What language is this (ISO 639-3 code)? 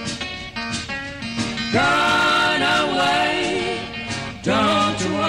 por